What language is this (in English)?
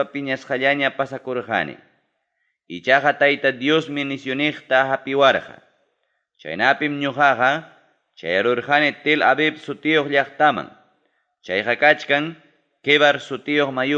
Ayacucho Quechua